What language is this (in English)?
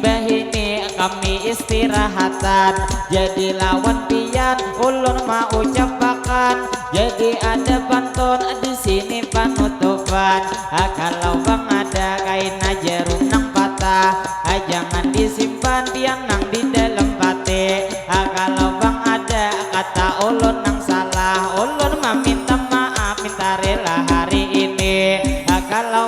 Banjar